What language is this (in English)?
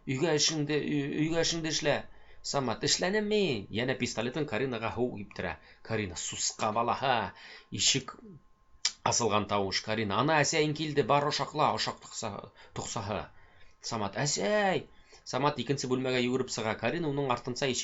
Bashkir